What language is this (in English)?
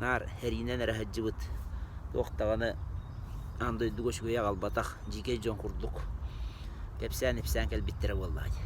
Yakut